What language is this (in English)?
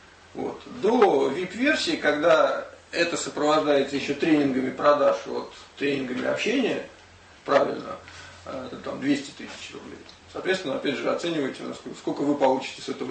Russian